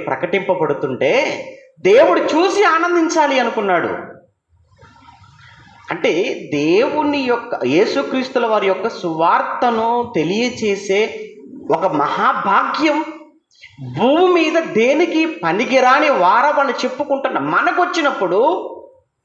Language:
Telugu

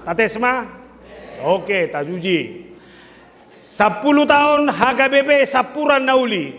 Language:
Batak Toba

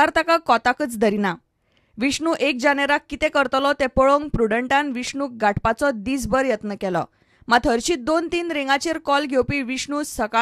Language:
Konkani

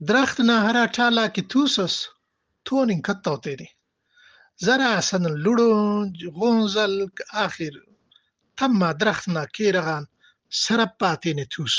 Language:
Brahui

